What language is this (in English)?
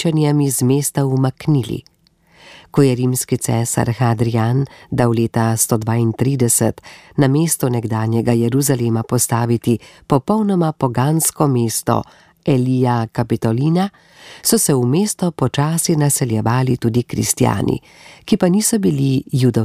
Slovenian